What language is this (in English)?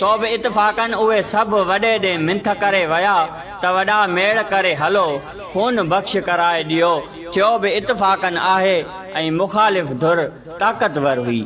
Sindhi